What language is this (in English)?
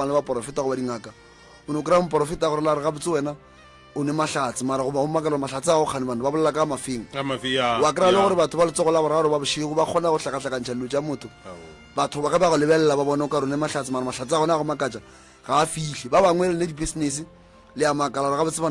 Northern Sotho